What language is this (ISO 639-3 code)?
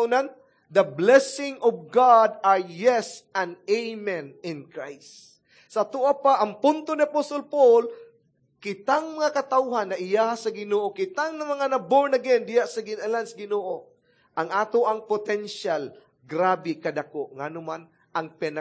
ceb